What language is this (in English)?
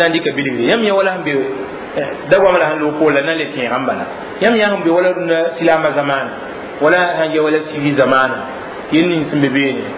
Mossi